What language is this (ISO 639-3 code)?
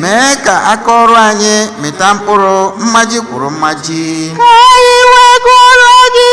ibo